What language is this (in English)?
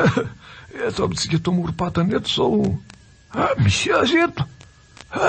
Malagasy